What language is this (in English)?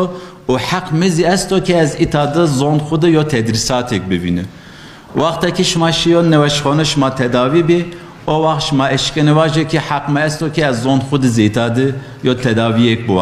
Zaza